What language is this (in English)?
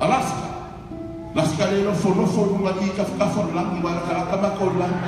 Samoan